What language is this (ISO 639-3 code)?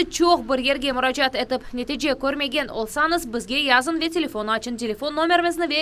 crh